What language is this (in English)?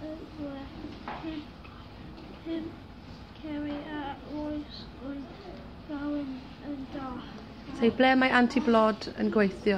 Welsh